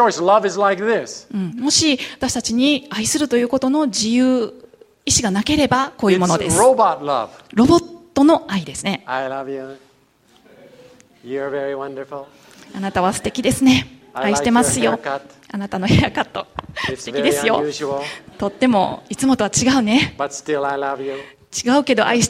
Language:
Japanese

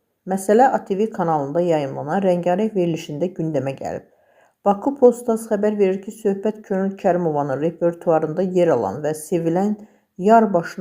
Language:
Azerbaijani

